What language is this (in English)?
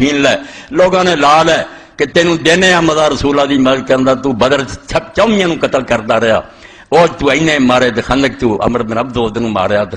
Pahari-Potwari